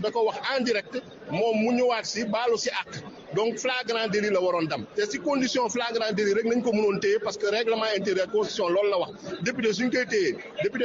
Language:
Wolof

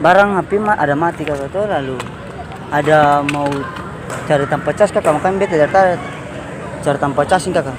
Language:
Ambonese Malay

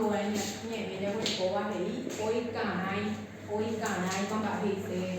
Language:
Guarani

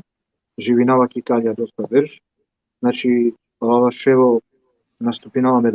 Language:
Balkan Romani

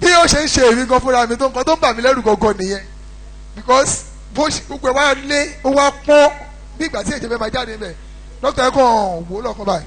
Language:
Yoruba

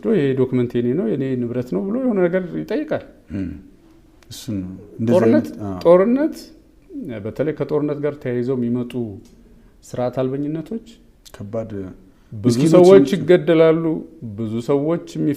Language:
Amharic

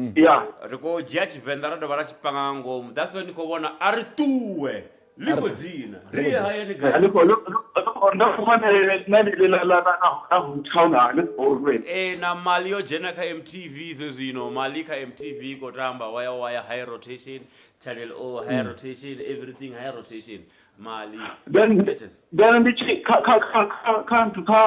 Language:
Venda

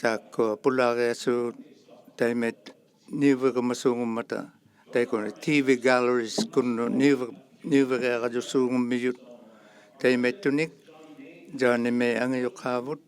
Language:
Inuktitut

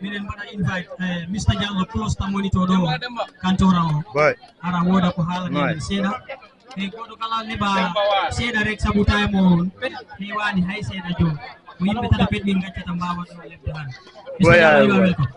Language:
Fula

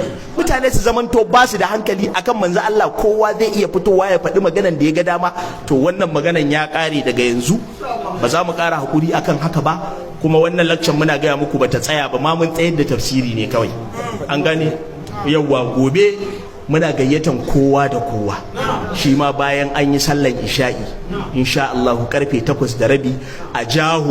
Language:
Hausa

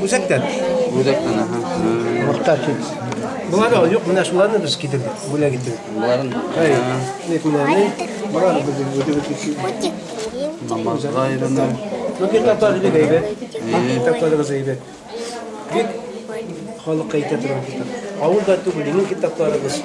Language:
Bashkir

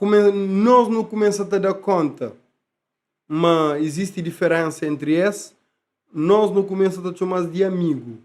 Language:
Kabuverdianu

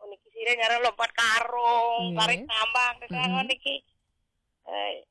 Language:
Balinese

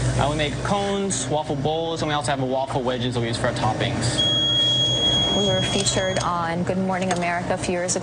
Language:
English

